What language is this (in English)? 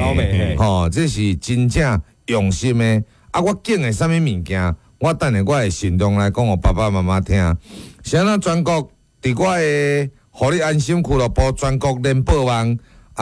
Min Nan Chinese